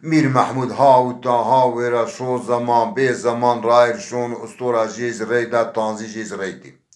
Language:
Zaza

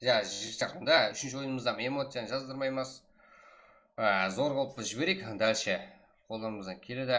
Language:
Kara-Kalpak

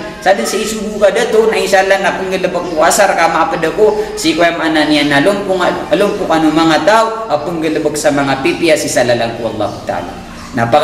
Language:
Maranao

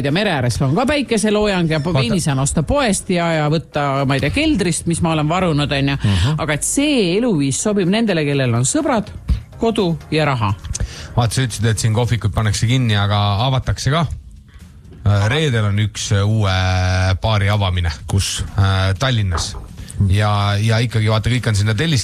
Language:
Estonian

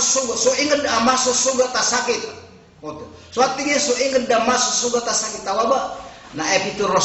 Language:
Maranao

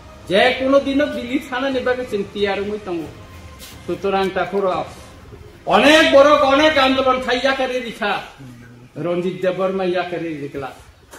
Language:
Kok Borok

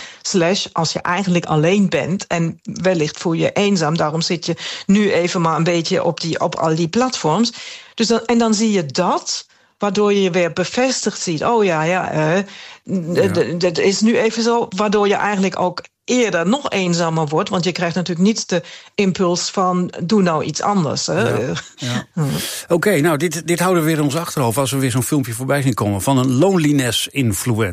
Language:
Dutch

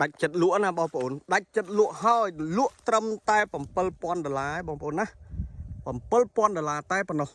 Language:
Khmer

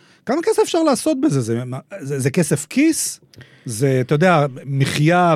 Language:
Hebrew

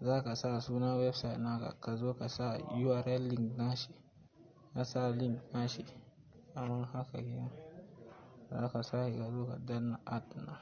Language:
Hausa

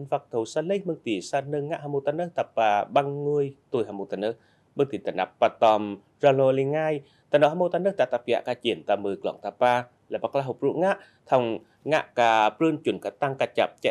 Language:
Eastern Cham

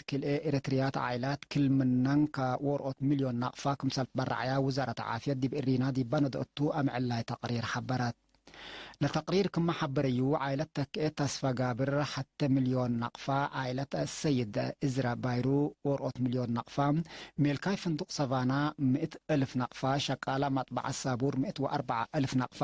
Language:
Tigre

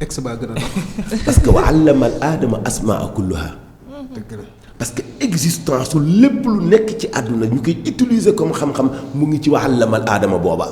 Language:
Wolof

